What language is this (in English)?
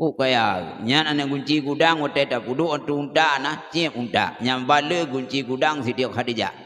Achinese